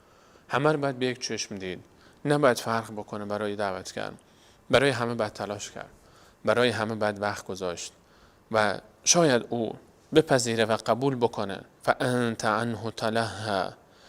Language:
Persian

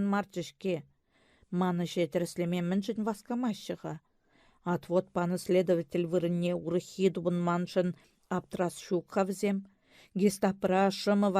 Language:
Chuvash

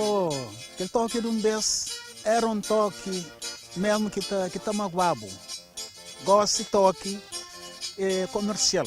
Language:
Kabuverdianu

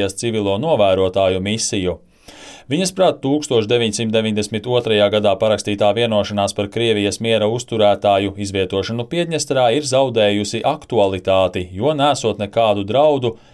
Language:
Latvian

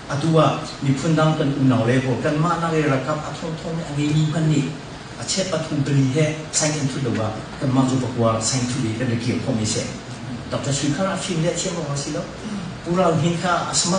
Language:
Hakha Chin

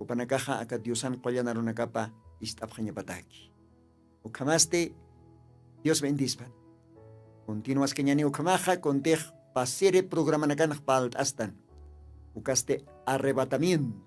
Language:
Aymara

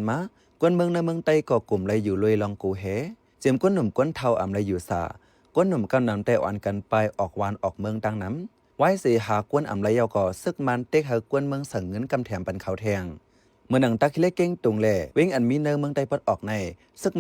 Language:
Shan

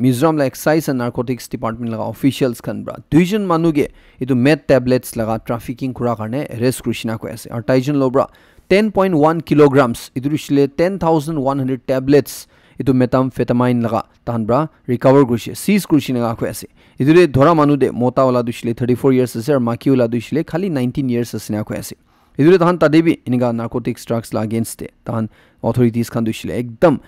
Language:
Naga Pidgin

